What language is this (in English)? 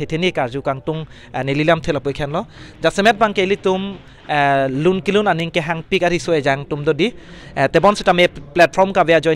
Karbi